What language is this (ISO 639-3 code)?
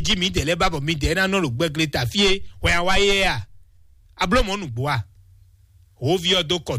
fon